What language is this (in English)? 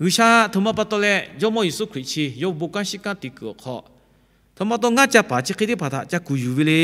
Lahu